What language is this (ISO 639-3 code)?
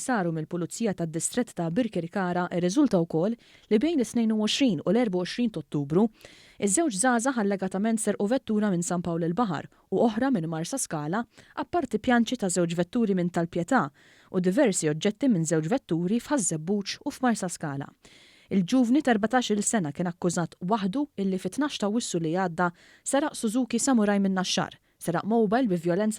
mlt